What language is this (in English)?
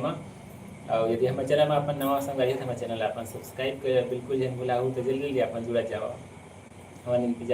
Chhattisgarhi